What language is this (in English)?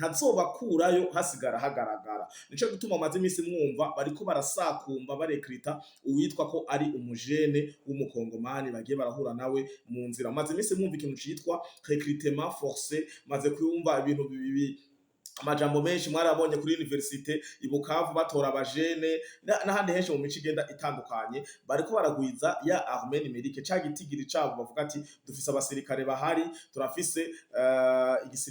Rundi